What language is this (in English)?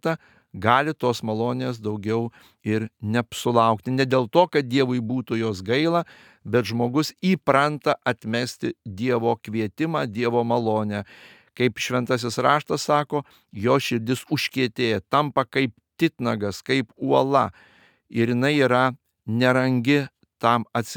Lithuanian